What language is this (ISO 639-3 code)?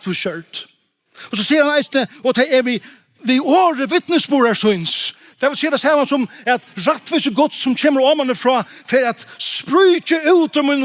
fao